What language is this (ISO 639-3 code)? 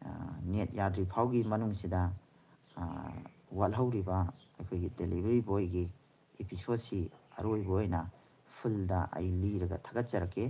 mni